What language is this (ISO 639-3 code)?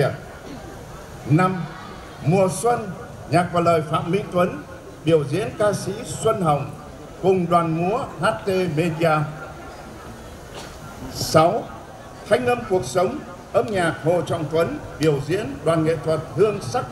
vie